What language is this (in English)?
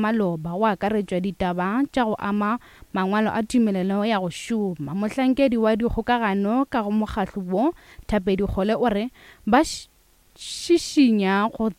Northern Sotho